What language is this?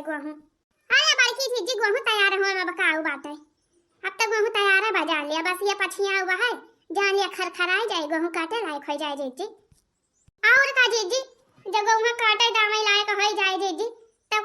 Awadhi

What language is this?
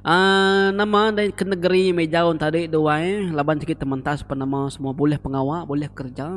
Iban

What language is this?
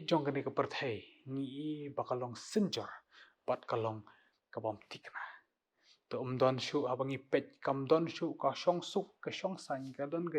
Khasi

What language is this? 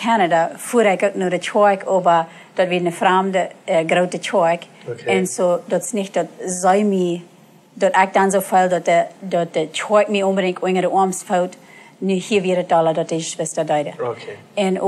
Plautdietsch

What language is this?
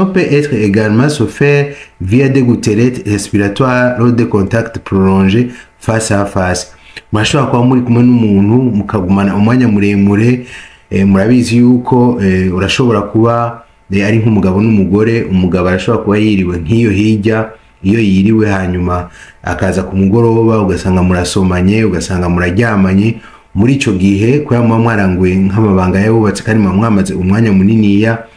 Rundi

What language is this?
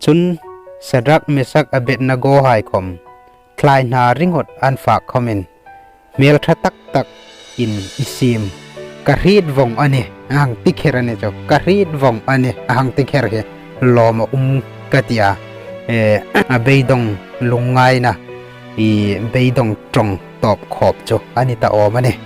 Hmar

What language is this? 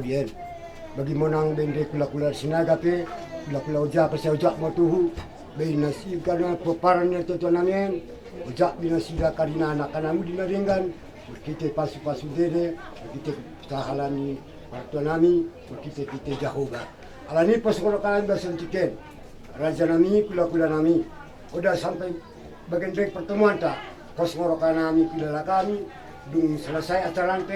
Batak Toba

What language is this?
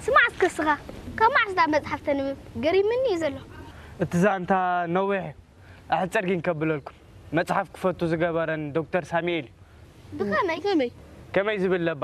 Tigrinya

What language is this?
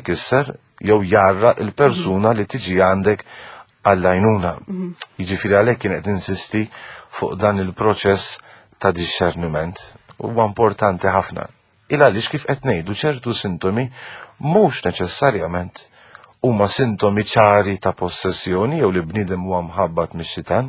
Maltese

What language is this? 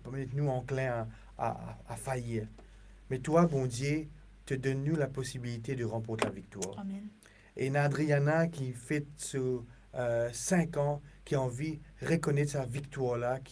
Morisyen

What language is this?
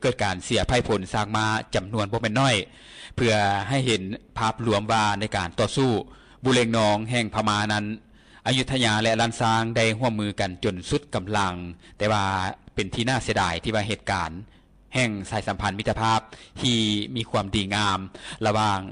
Lao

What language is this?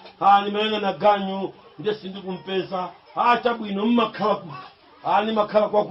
Nyanja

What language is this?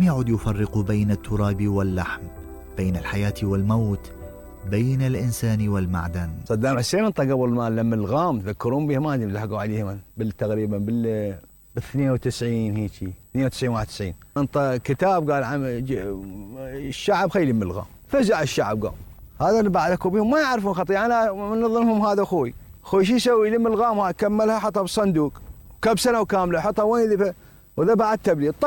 Mesopotamian Arabic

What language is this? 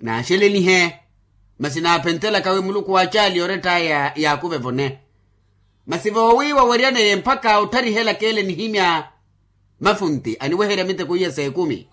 Makhuwa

